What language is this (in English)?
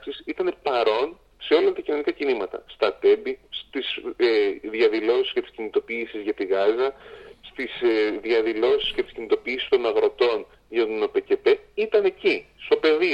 Greek